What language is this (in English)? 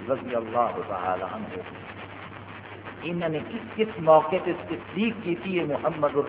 Urdu